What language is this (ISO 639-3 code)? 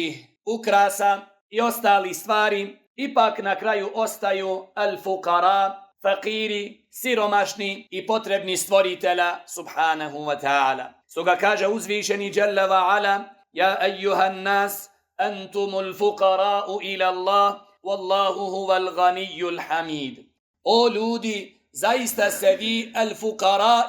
bos